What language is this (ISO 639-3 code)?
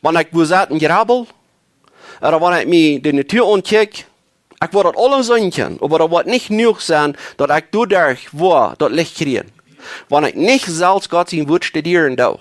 pdt